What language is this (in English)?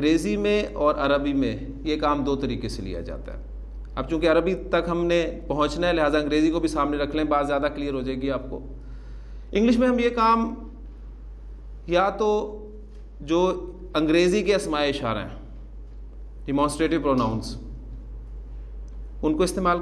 Urdu